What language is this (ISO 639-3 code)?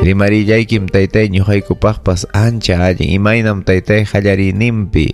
quy